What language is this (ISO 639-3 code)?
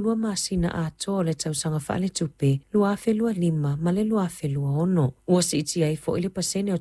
smo